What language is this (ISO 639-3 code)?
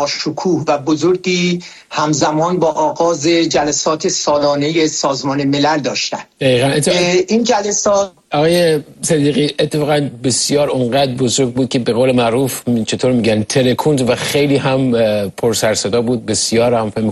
fas